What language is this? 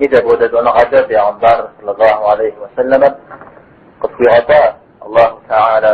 Kabardian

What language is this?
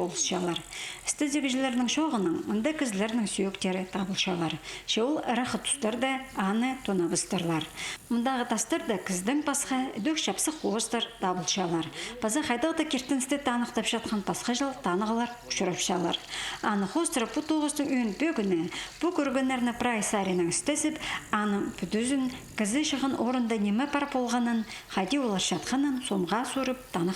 Khakas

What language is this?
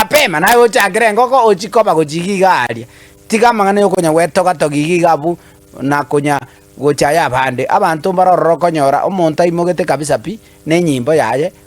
Gusii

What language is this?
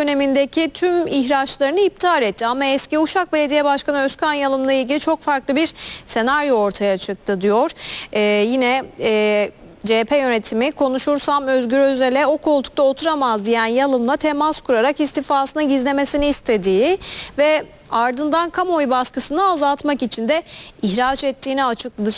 Turkish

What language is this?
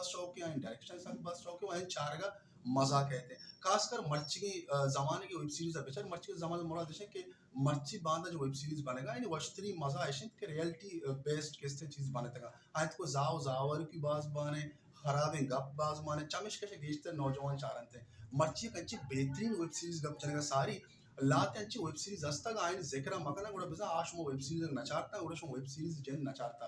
Baluchi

